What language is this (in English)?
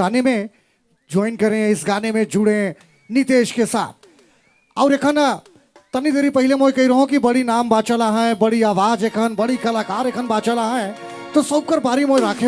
Sadri